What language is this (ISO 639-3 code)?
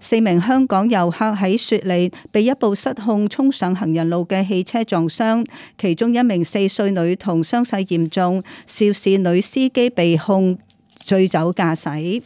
yue